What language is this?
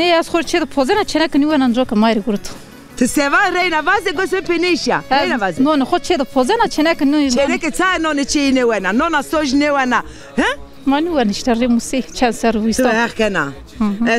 Zaza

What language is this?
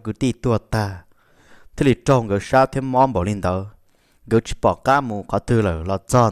Hmong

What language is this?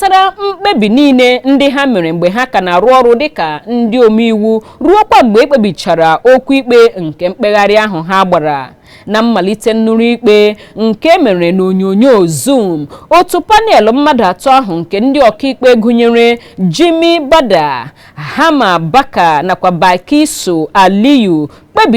Igbo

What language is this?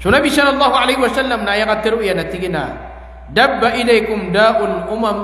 Maranao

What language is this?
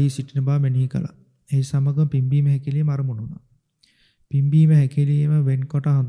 Sinhala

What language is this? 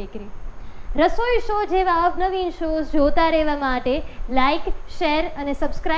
Gujarati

